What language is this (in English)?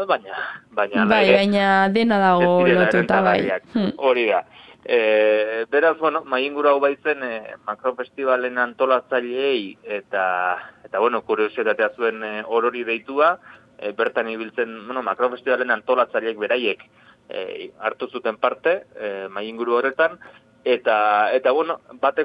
Basque